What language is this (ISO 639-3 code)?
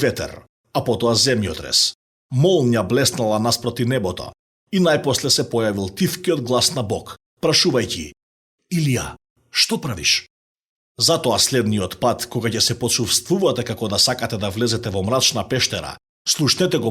mkd